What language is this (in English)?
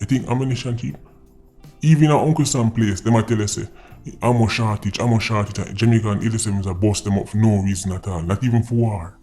Jamaican Creole English